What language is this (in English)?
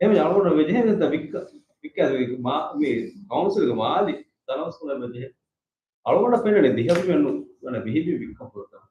Divehi